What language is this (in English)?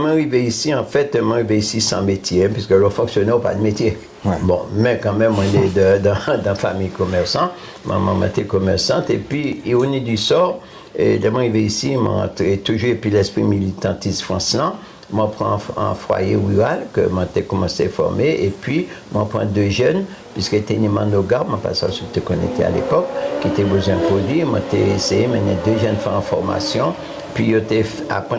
Guadeloupean Creole French